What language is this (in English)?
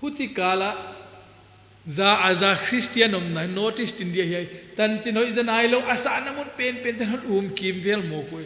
Paite Chin